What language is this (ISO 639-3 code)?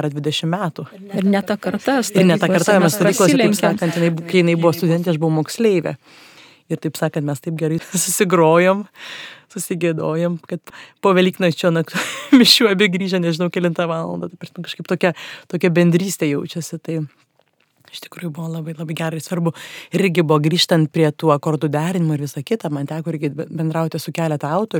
lit